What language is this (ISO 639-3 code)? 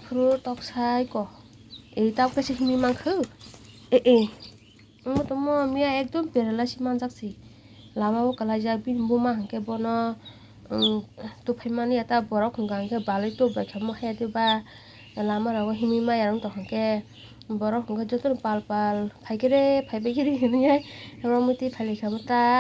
trp